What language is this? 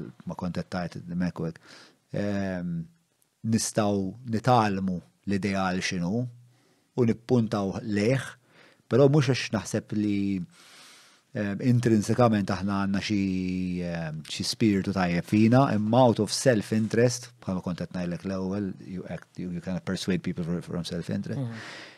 Maltese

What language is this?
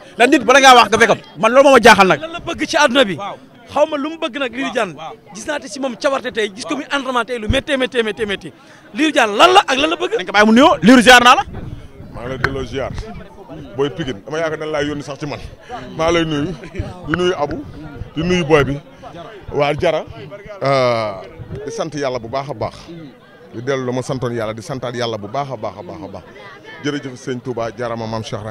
Wolof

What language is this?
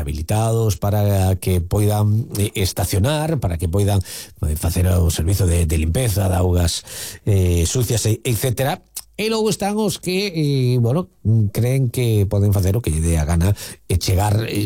Galician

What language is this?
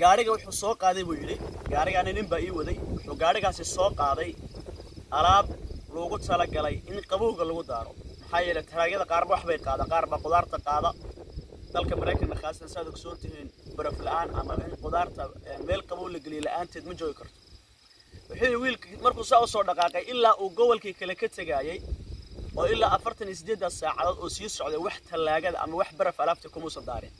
Somali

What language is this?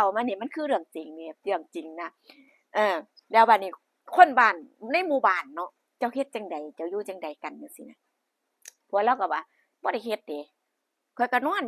Northeastern Thai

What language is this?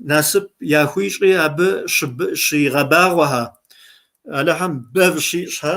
Kabardian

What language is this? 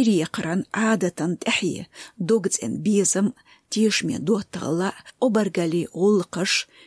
Chechen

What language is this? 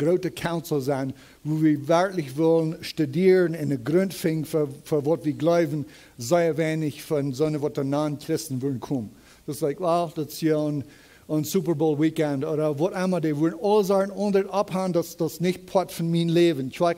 Plautdietsch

